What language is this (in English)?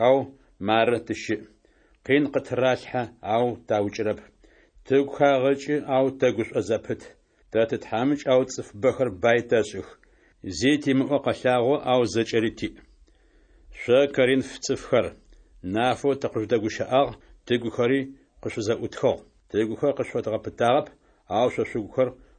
Adyghe